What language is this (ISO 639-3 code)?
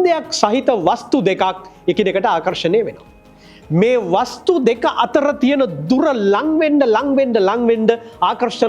sin